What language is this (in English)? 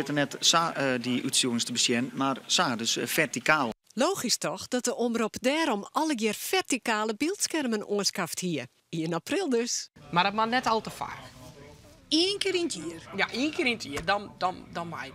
Western Frisian